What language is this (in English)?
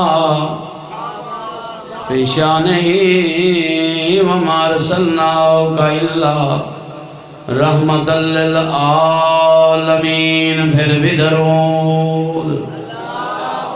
Urdu